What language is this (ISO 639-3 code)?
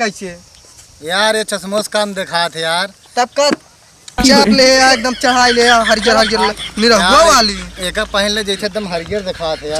awa